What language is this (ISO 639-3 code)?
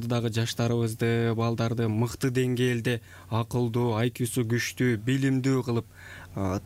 kir